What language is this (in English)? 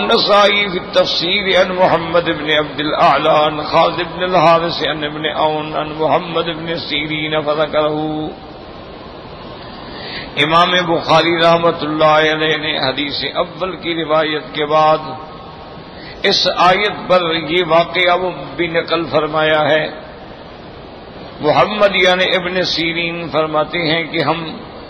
Urdu